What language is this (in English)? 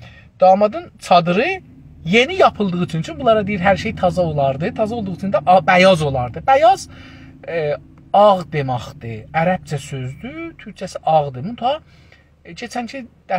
South Azerbaijani